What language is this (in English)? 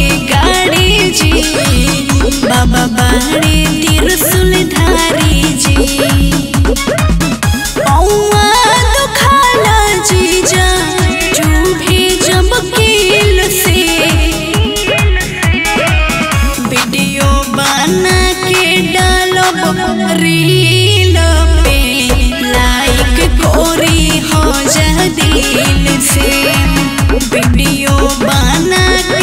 Bhojpuri